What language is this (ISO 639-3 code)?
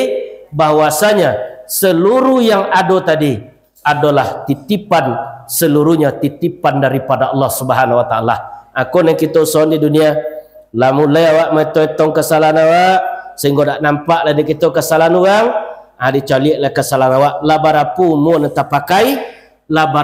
min